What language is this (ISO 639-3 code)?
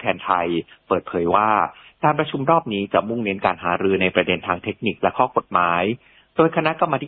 tha